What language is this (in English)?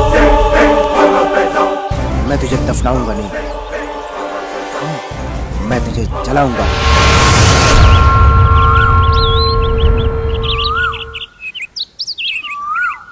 Bhojpuri